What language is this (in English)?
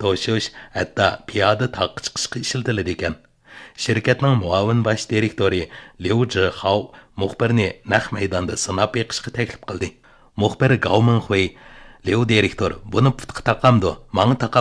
Uyghur